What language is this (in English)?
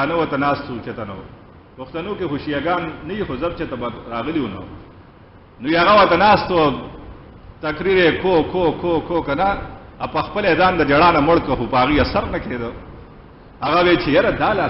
Pashto